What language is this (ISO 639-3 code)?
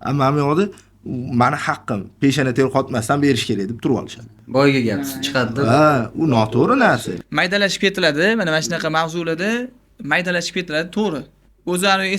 uzb